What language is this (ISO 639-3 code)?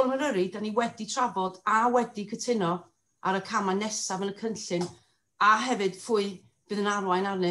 cym